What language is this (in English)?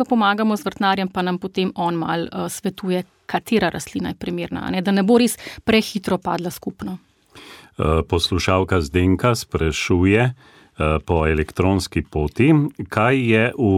Slovenian